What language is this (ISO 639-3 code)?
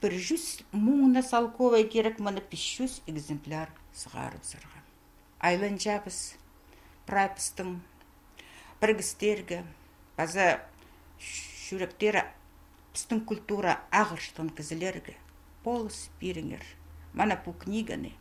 kjh